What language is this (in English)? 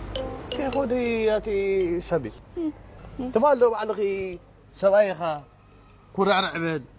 Tigrinya